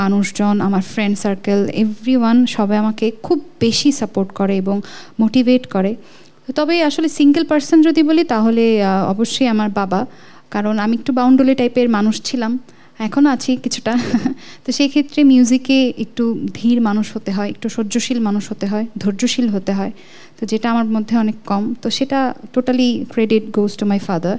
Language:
Bangla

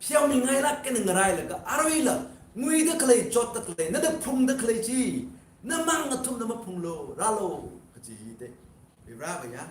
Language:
Tangkhul Naga (India)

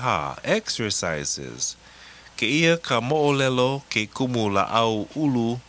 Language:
Hawaiian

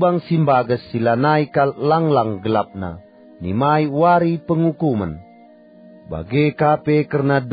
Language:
Batak Karo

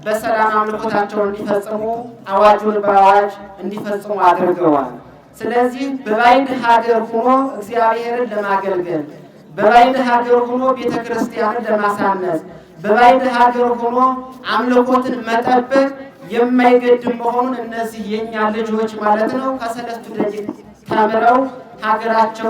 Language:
Amharic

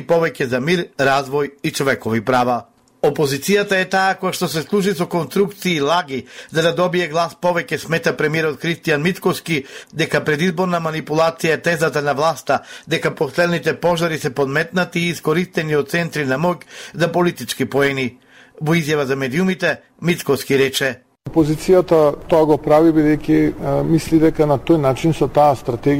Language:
Macedonian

